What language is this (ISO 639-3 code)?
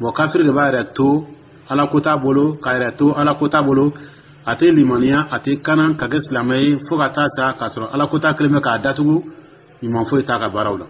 dyu